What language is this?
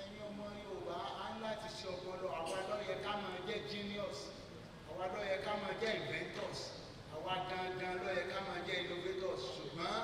Yoruba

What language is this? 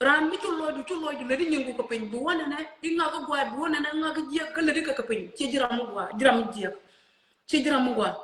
Nuer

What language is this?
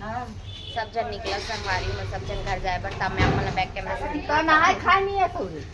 Chhattisgarhi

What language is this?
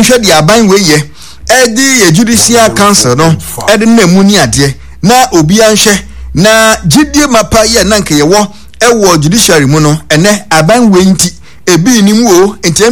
Akan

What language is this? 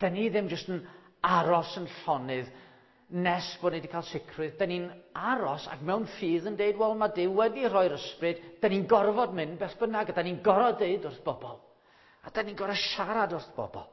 Welsh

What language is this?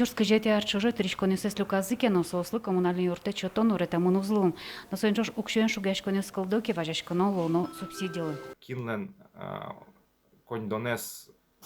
Udmurt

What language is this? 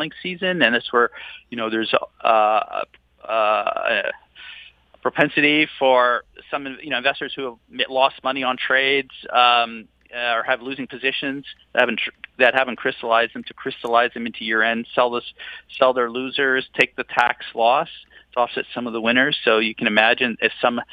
English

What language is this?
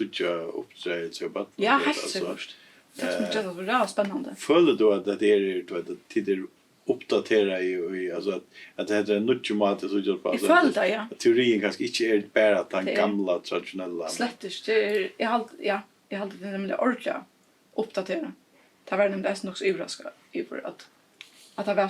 Faroese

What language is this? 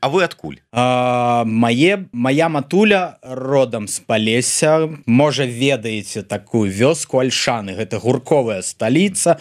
Belarusian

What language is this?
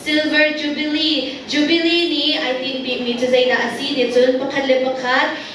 Hakha Chin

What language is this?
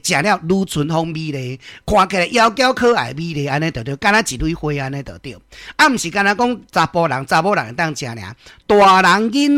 Min Nan Chinese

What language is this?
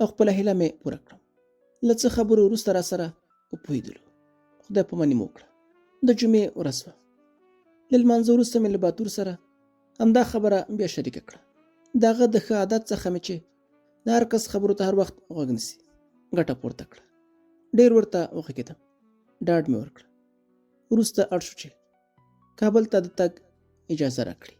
Pashto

